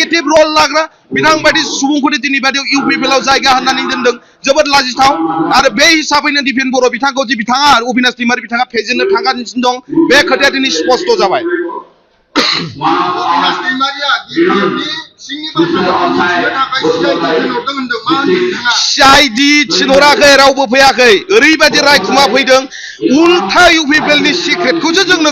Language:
Bodo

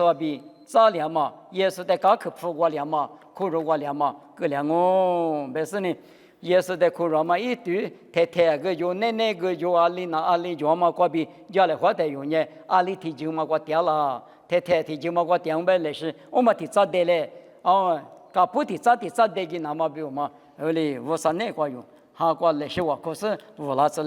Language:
Lisu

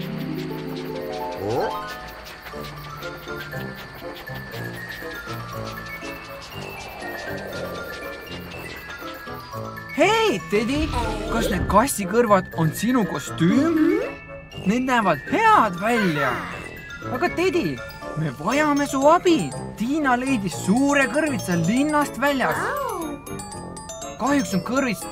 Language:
Estonian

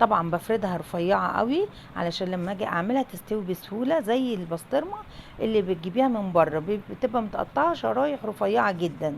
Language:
Egyptian Arabic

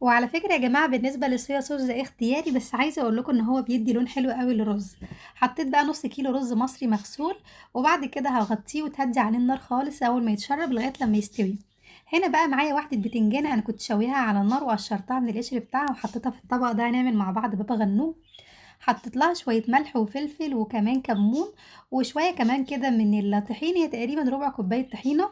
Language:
Egyptian Arabic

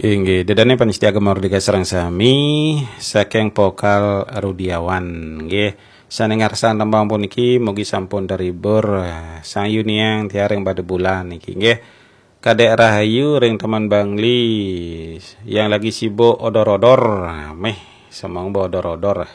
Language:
Balinese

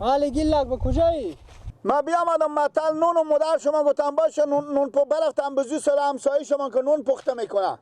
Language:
Persian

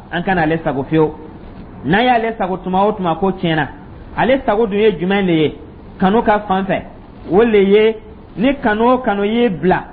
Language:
Dyula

